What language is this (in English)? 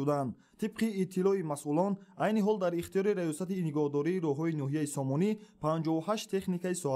Tajik